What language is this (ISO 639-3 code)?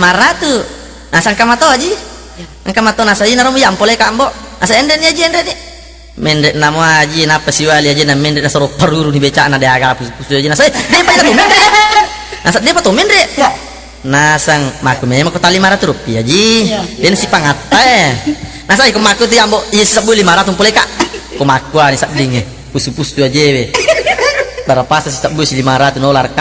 bug